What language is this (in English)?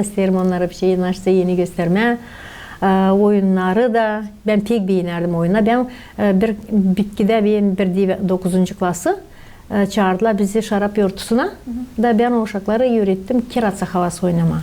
Gagauz